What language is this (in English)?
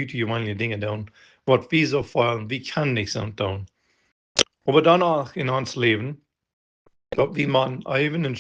Plautdietsch